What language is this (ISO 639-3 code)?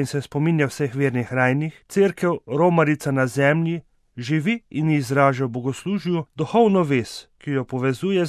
slv